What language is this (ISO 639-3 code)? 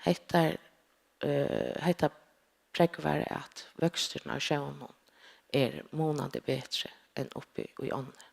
fao